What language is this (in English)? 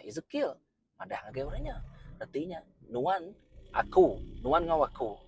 Iban